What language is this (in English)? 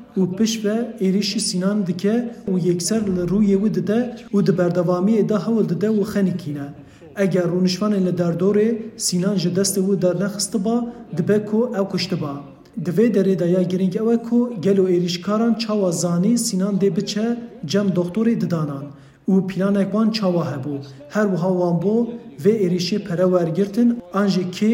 Kurdish